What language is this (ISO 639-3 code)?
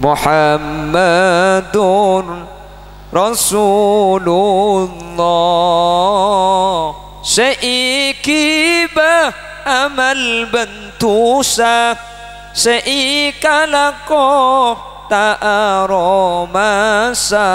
mad